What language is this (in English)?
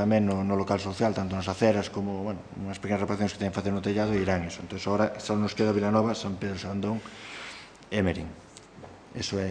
Galician